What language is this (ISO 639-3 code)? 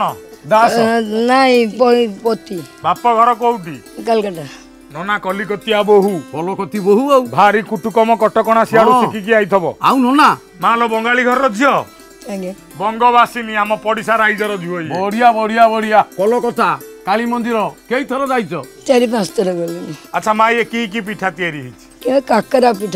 ori